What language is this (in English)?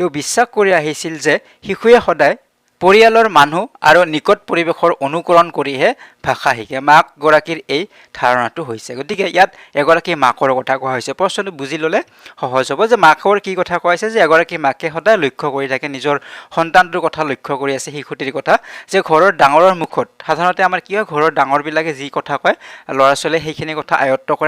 Assamese